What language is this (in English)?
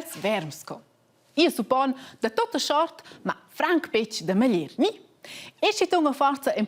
Romansh